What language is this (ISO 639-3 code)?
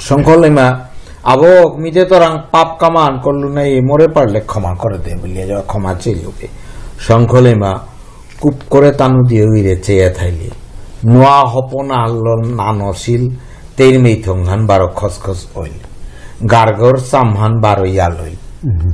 bpy